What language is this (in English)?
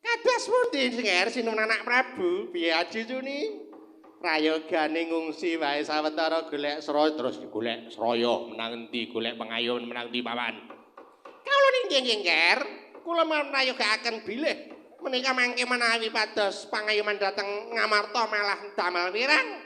Javanese